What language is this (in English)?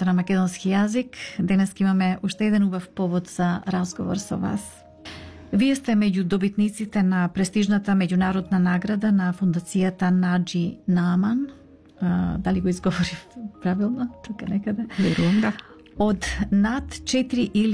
Macedonian